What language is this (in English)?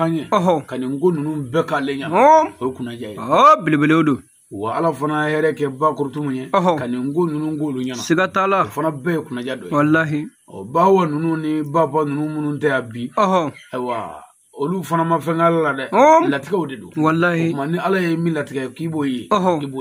Bambara